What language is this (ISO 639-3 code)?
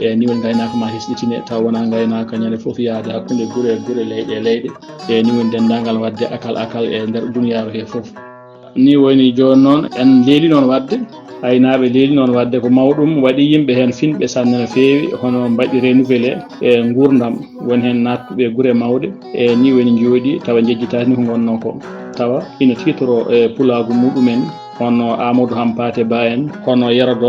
ful